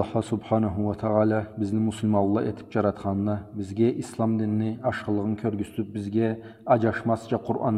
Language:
Karachay-Balkar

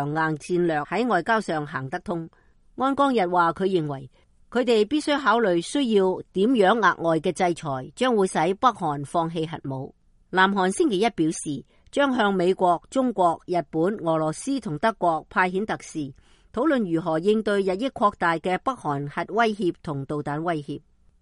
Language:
Cantonese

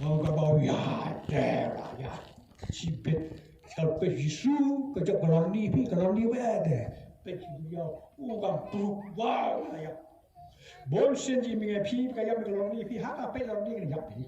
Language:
Khasi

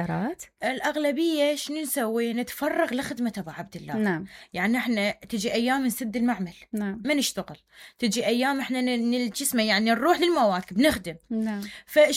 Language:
Mesopotamian Arabic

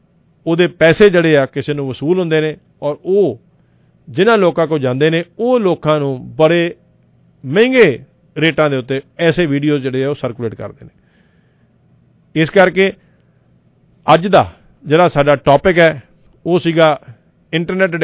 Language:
Punjabi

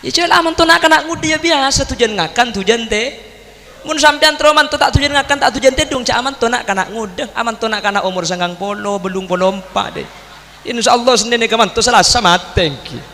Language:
Madurese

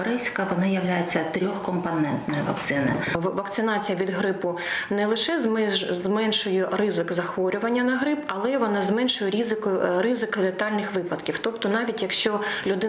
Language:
Ukrainian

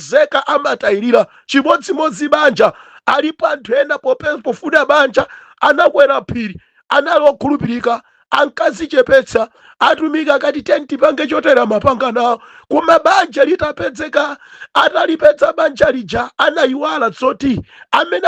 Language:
Nyanja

